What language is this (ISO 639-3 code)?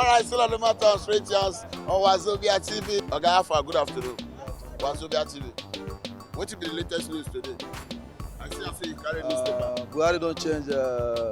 pcm